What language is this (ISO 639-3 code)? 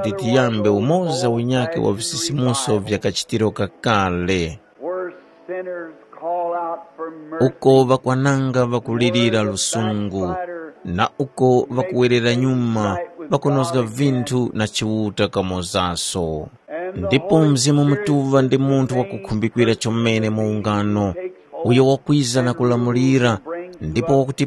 tum